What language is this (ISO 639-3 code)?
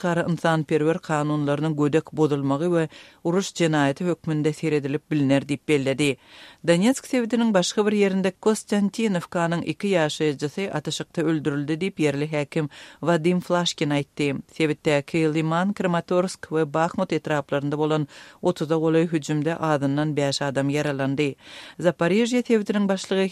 tuk